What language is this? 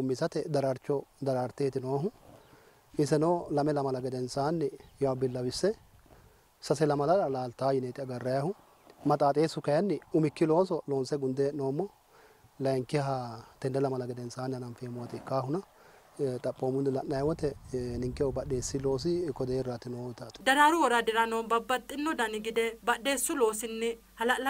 Sidamo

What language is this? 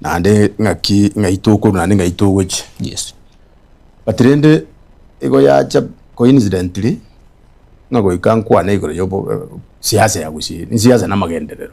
Gusii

